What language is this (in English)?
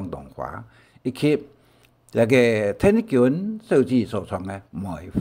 Hakka Chinese